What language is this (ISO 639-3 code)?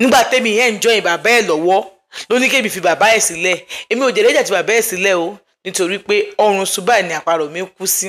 yor